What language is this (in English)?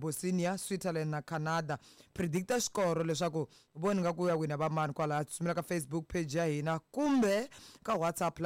Tsonga